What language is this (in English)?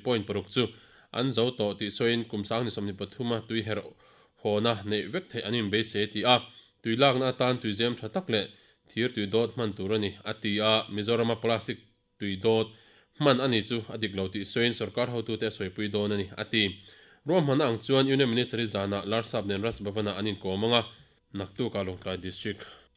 Mizo